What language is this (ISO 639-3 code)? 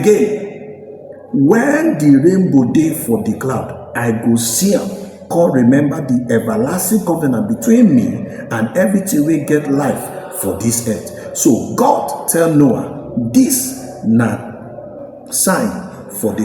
pcm